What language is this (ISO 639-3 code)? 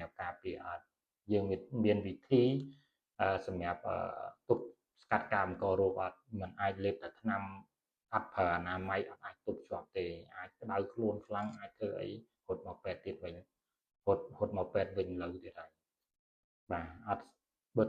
khm